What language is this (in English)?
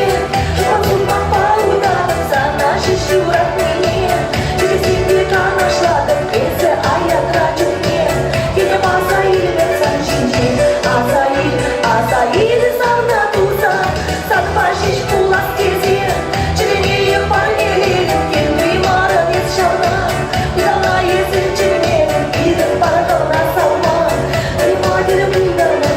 Chuvash